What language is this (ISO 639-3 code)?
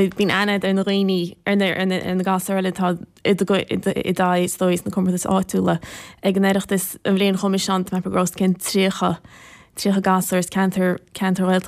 gle